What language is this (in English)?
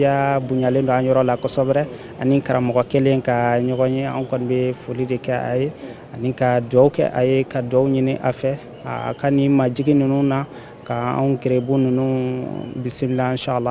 Bambara